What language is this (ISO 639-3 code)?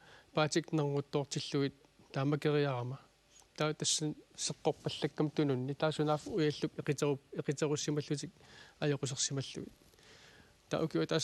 kal